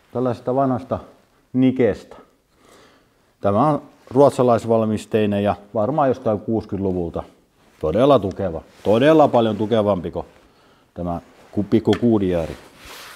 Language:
Finnish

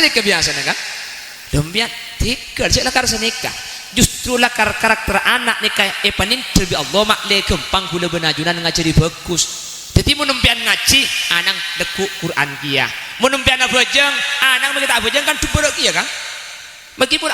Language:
Madurese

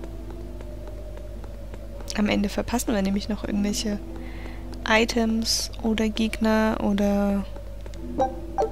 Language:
German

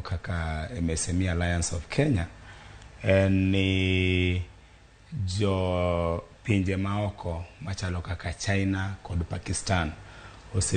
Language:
Luo (Kenya and Tanzania)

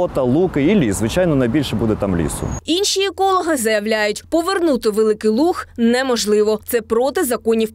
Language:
Ukrainian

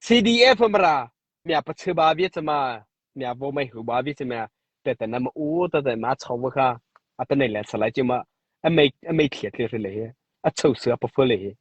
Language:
Mara Chin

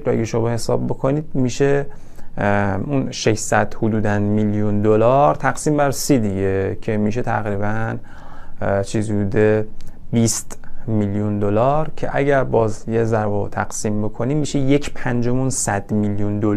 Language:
Persian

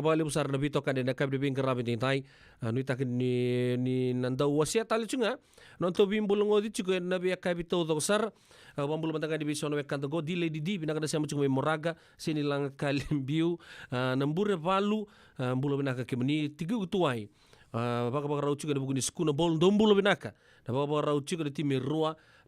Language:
Fijian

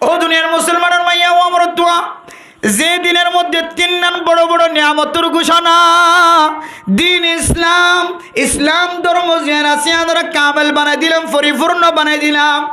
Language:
Rohingya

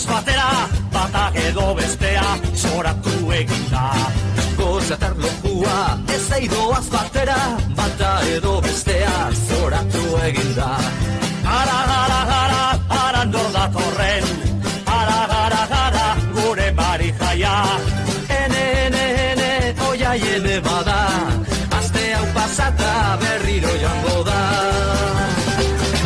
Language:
Basque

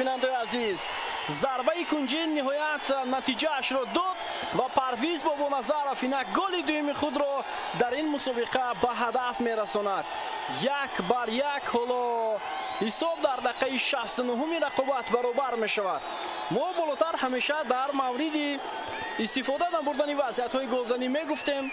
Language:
Tajik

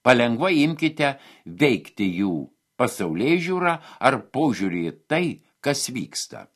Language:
Lithuanian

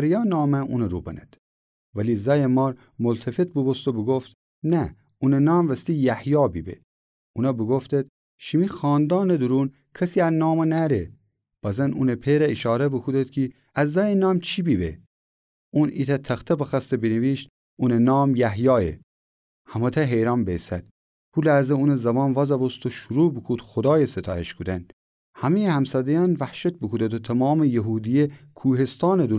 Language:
Gilaki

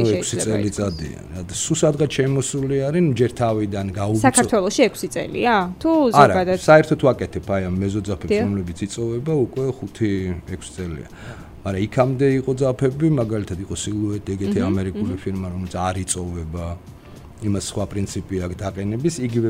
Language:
Georgian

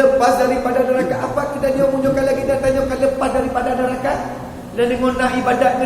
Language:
Achinese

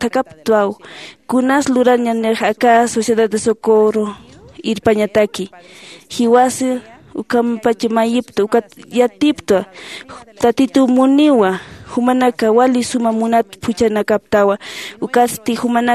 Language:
Aymara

